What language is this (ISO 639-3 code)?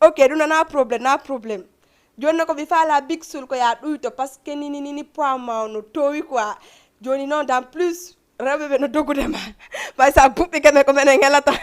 ful